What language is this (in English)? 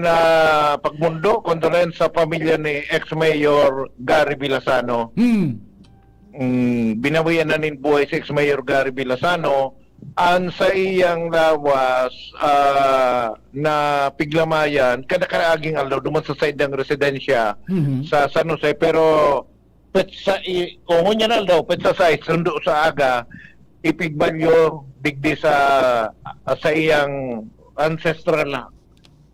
Bikol